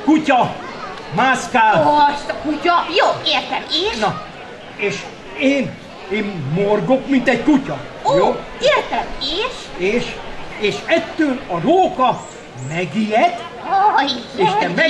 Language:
Hungarian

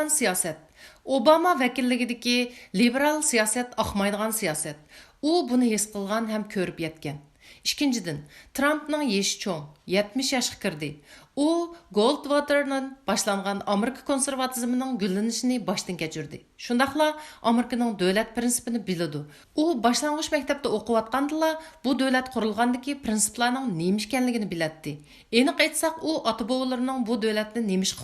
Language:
Uyghur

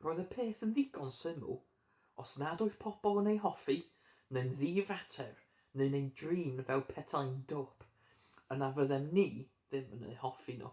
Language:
Welsh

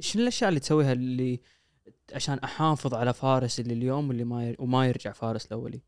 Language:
Gulf Arabic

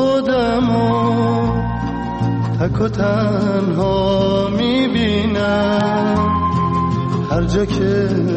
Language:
Persian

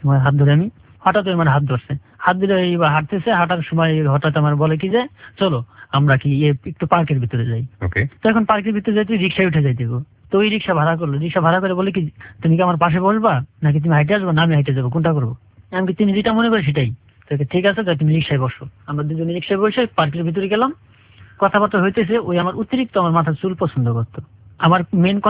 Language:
Bangla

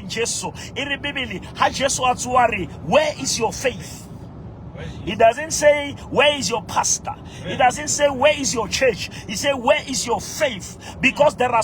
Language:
Southern Sotho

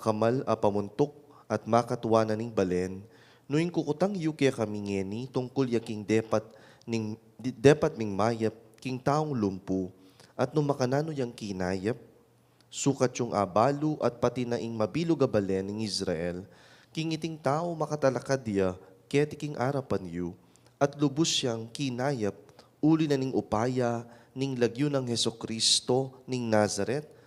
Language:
Pampanga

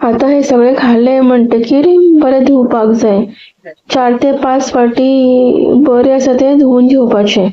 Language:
Konkani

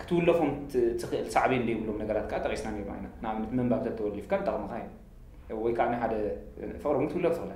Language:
Tigrinya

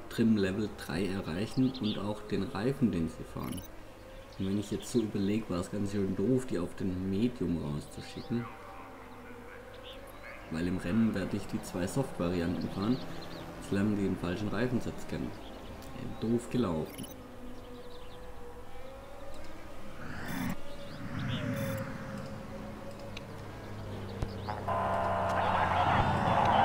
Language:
German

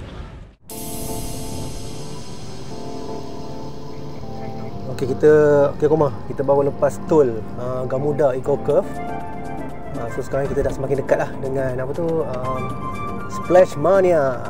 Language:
Malay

